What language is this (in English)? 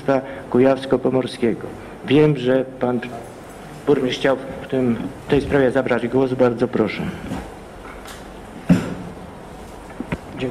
Polish